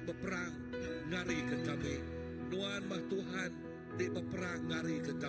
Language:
Iban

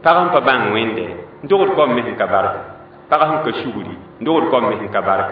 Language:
Mossi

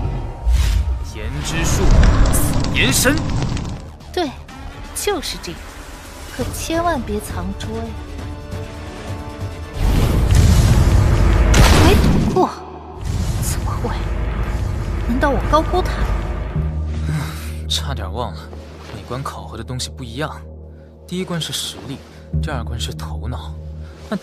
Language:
Chinese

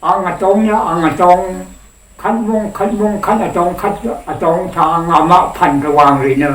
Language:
Rawang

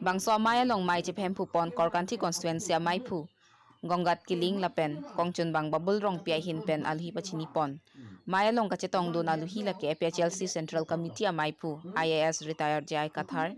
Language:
Karbi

